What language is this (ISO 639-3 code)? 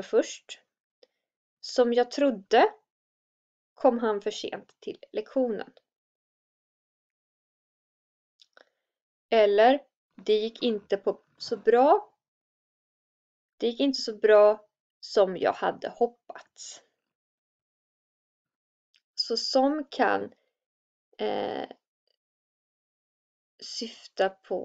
swe